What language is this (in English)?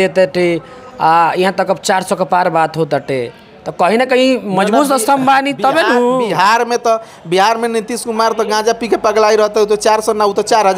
Bhojpuri